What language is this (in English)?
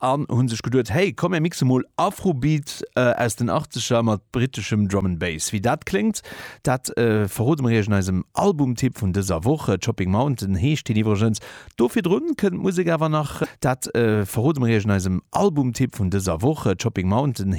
Luxembourgish